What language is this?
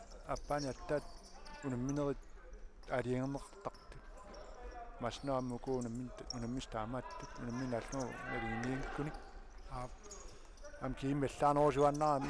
Kalaallisut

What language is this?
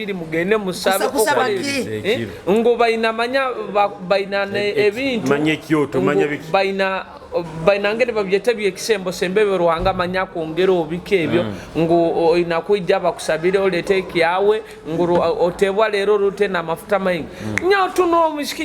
Nyoro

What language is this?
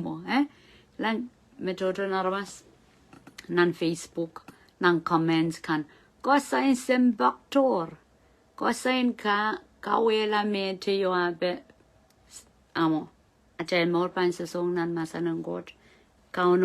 Pohnpeian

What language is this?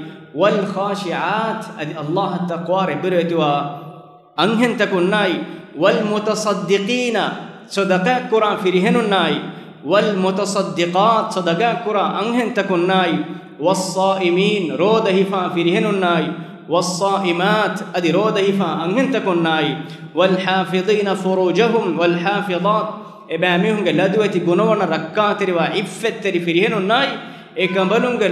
Divehi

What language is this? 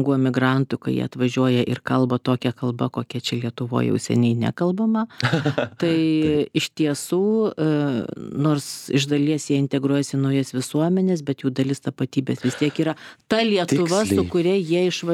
Lithuanian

